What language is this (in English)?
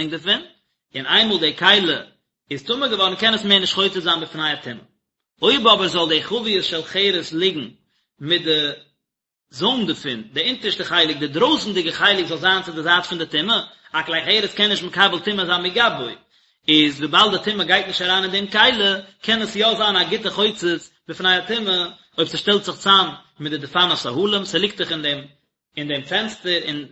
Yiddish